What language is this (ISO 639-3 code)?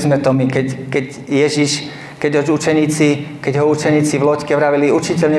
slk